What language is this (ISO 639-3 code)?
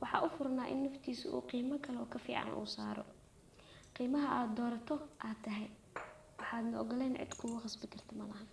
som